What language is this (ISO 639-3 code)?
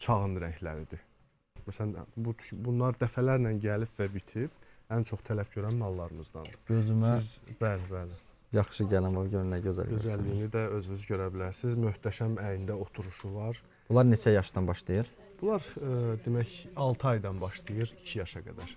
aze